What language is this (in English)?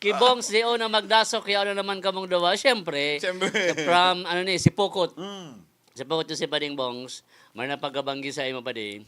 Bikol